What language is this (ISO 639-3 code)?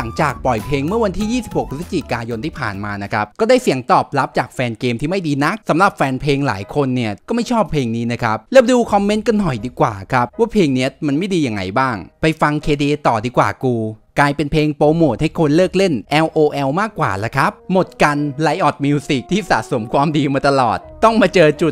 tha